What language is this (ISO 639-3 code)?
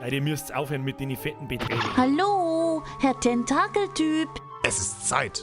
bar